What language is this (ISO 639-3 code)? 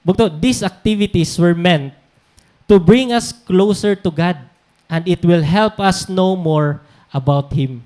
war